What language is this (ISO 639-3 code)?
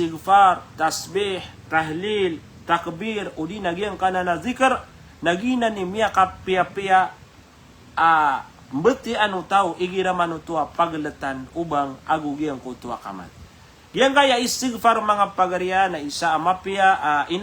mrw